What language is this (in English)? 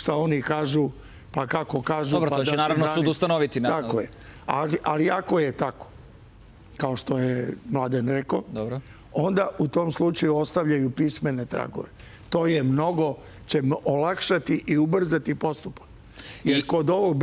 Serbian